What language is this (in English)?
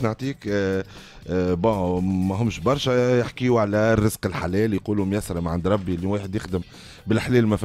Tunisian Arabic